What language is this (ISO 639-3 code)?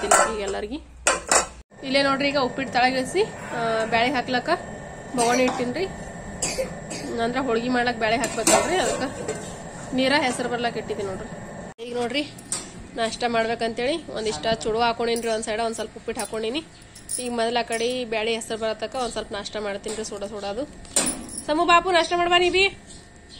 kan